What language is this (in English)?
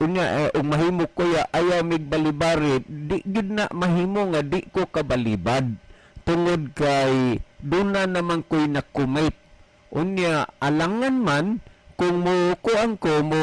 Cebuano